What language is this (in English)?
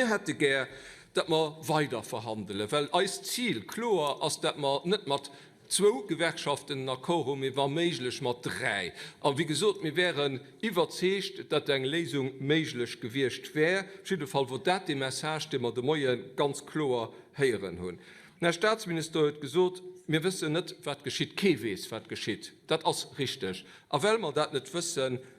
Luxembourgish